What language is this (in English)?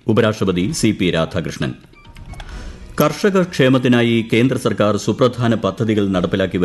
Malayalam